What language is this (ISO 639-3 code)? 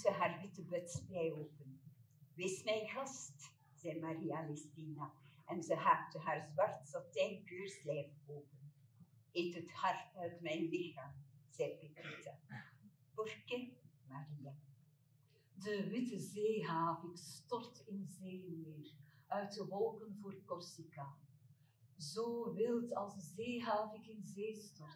nld